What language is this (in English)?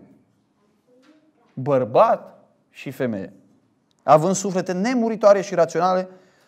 Romanian